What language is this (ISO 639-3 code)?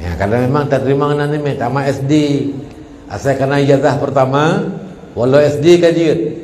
ace